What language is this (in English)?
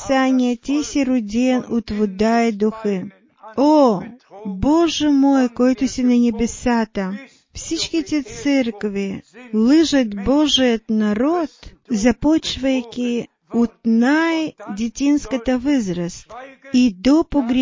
Bulgarian